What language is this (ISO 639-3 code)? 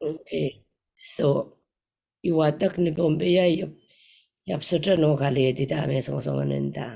pon